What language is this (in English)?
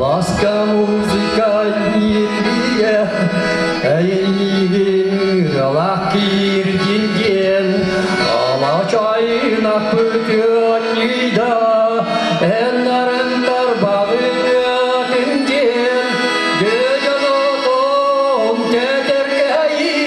Yakut